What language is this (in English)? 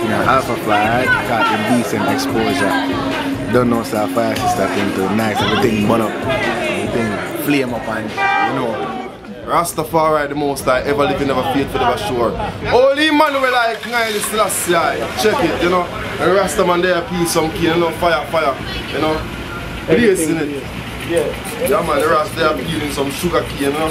Jamaican Creole English